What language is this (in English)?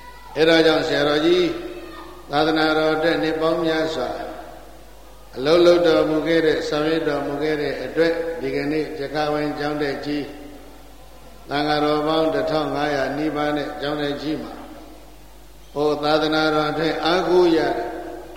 Burmese